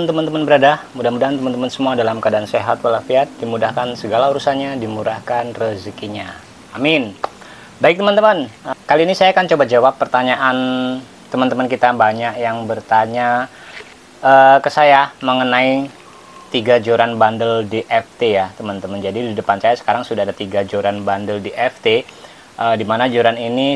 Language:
Indonesian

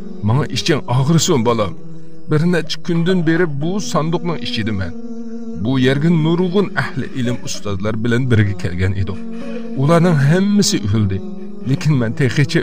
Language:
Uyghur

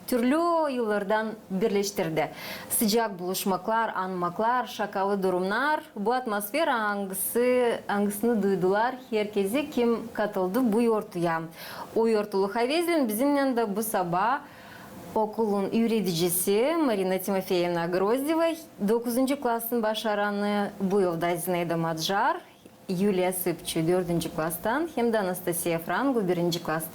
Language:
Gagauz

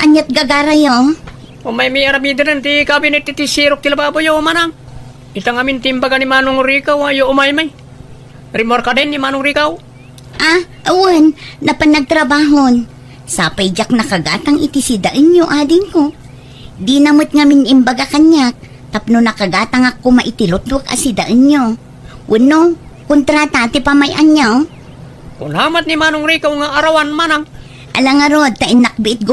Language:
Iloko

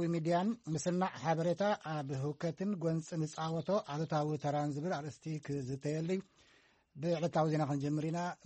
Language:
Tigrinya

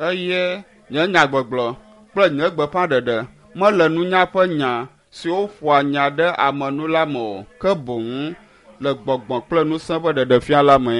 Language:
Ewe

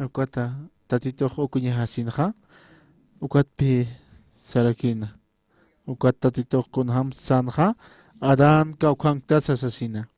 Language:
Aymara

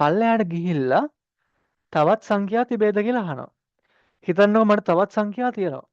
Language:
Sinhala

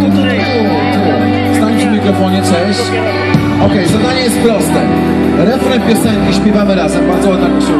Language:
Polish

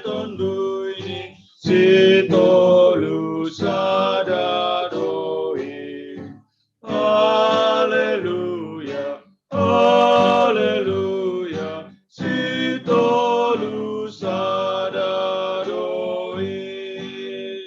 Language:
Batak Simalungun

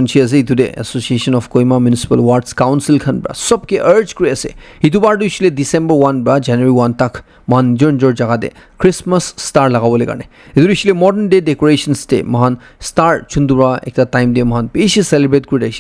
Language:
Naga Pidgin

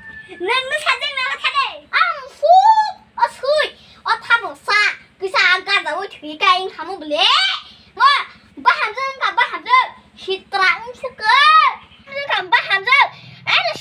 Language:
Kok Borok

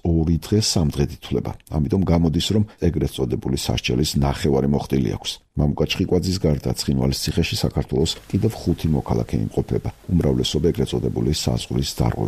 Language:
Georgian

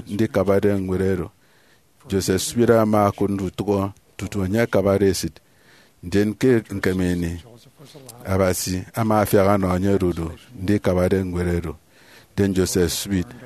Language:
Efik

